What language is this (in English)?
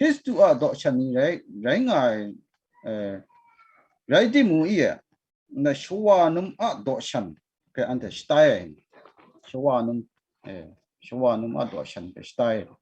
Kachin